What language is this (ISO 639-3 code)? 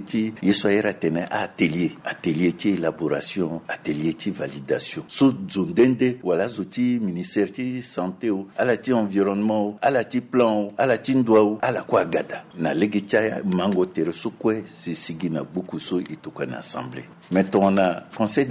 sag